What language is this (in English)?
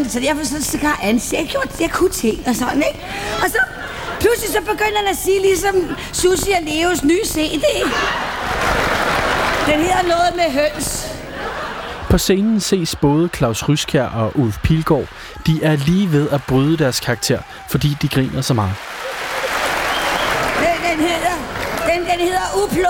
Danish